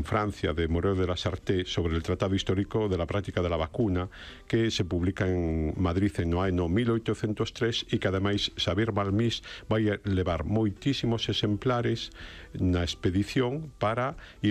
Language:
Galician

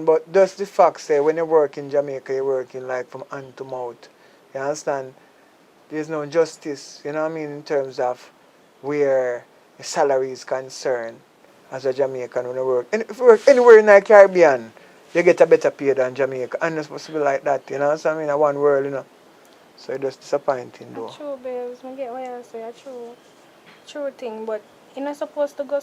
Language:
Jamaican Creole English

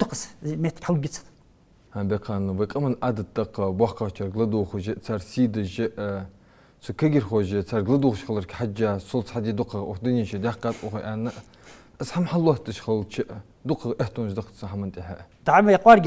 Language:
Ingush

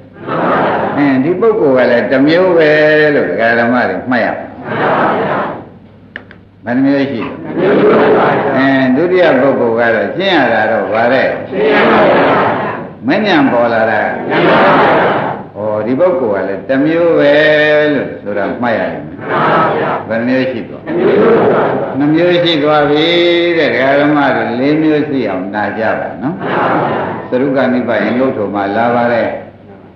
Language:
Burmese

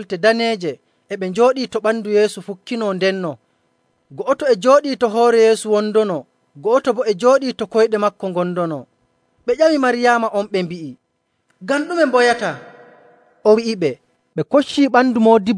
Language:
Nigerian Fulfulde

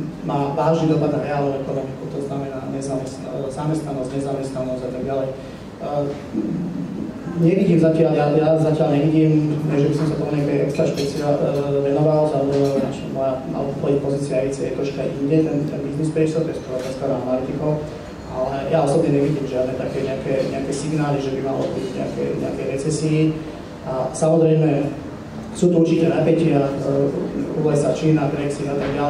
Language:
Slovak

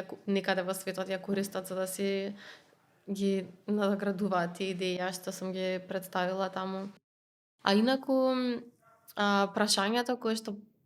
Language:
Macedonian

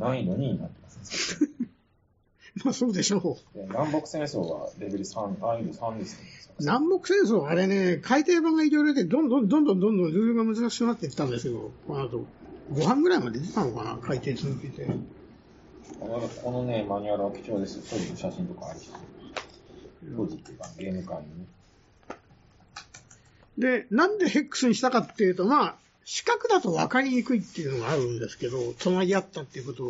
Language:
Japanese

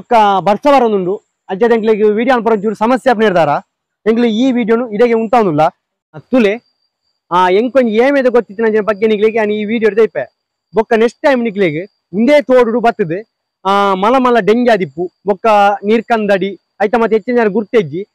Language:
Tulu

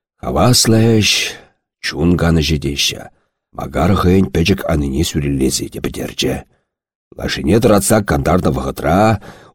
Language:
Chuvash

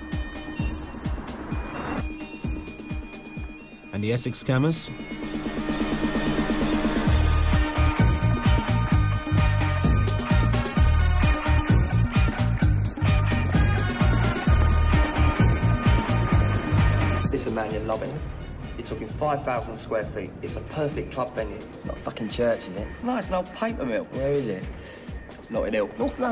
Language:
English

